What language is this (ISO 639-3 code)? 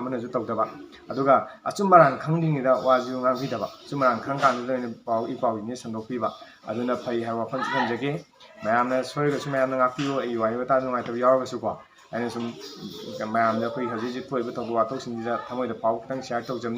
mni